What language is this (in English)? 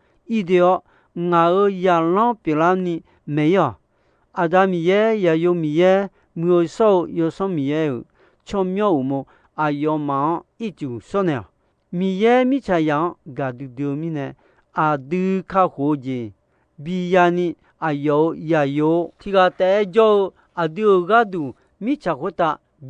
Akha